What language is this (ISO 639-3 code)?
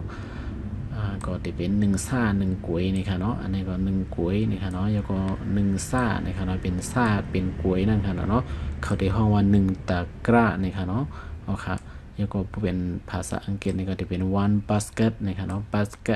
shn